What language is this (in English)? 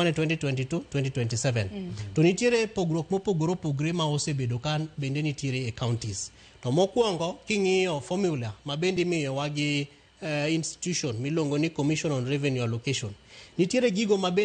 Luo (Kenya and Tanzania)